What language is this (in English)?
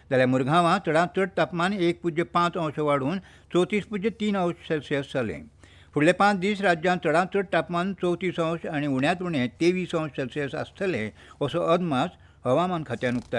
Konkani